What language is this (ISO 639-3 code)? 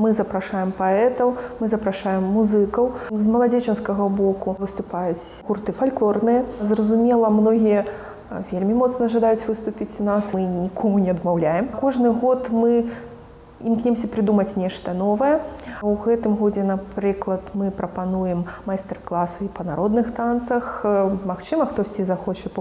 bel